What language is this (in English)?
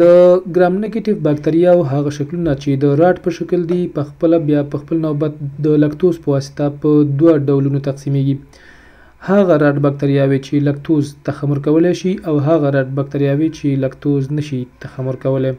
Pashto